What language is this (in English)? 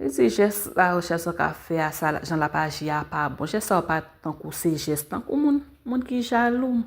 Haitian Creole